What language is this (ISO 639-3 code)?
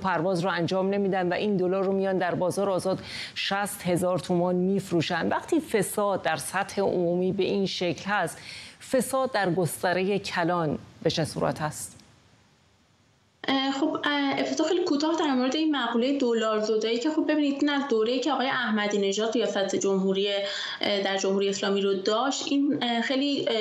fas